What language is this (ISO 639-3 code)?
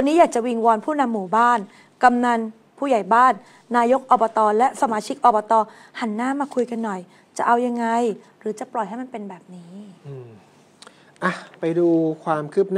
tha